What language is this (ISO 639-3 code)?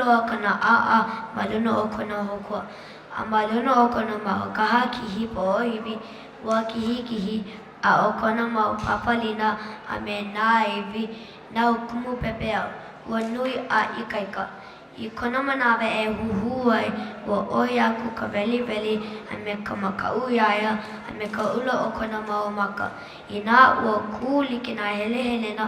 haw